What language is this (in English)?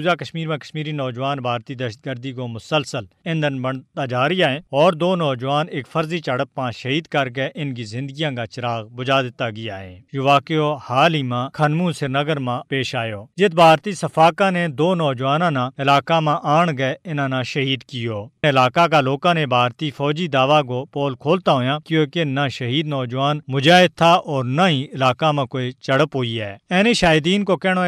Gujari